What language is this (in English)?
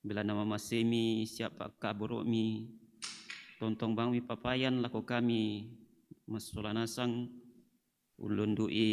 Toraja-Sa'dan